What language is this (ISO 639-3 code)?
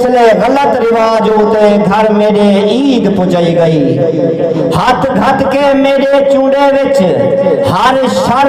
skr